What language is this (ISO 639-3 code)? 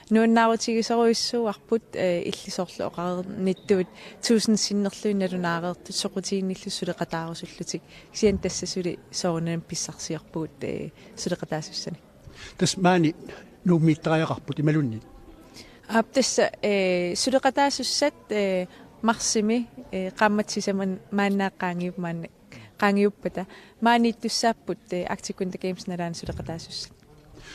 kal